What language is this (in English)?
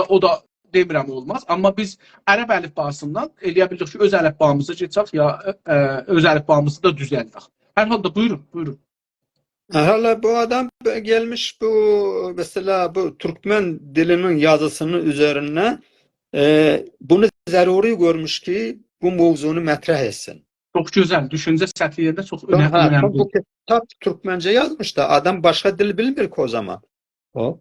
South Azerbaijani